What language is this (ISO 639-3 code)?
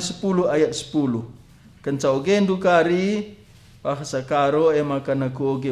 btx